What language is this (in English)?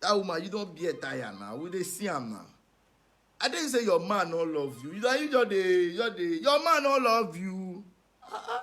Nigerian Pidgin